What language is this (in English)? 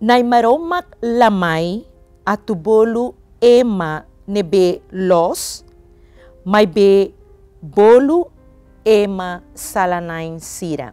Tetum